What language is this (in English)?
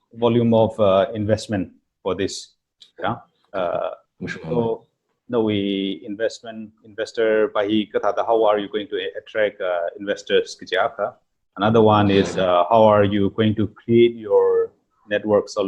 Tangkhul Naga (India)